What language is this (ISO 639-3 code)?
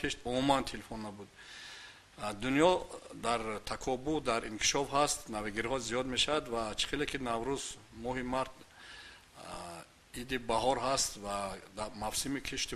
tgk